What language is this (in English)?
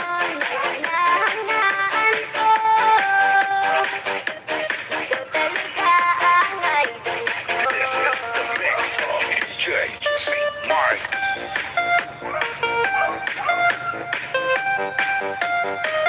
Filipino